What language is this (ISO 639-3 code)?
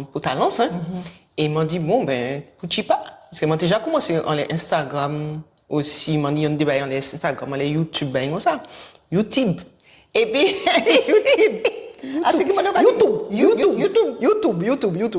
gcf